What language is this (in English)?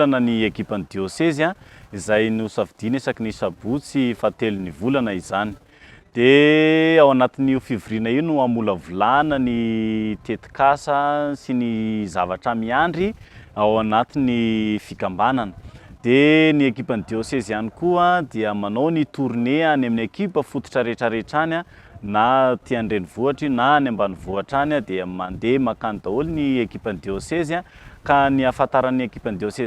Malagasy